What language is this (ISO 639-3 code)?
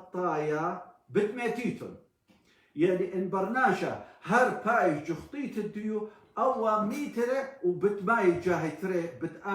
aii